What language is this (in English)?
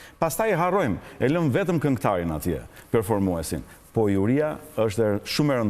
Albanian